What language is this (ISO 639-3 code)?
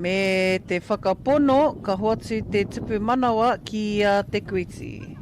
mri